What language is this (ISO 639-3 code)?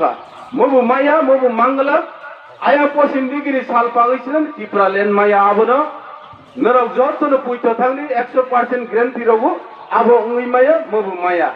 trp